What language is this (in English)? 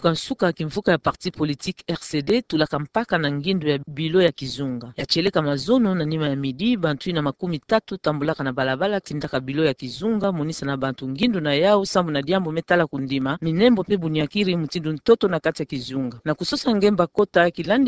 Kituba (Democratic Republic of Congo)